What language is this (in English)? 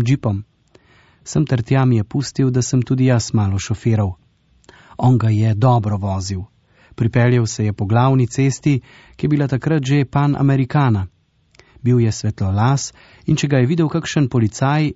Slovenian